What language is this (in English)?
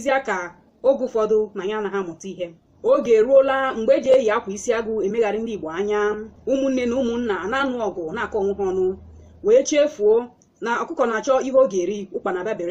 Igbo